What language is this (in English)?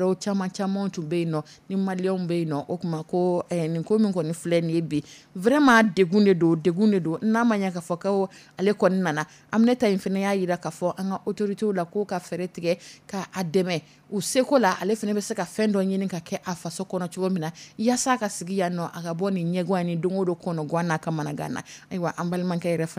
Dyula